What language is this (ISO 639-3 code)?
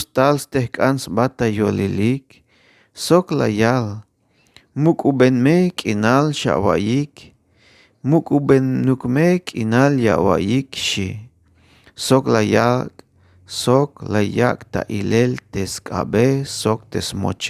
tzh